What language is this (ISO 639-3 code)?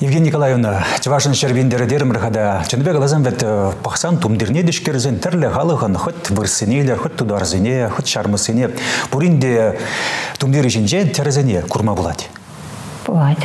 chv